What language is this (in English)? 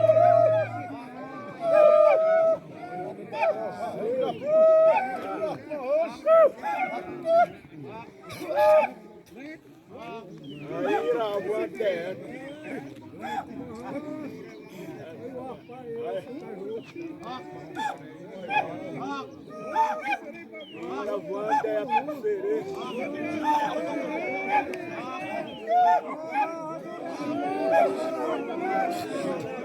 Xavánte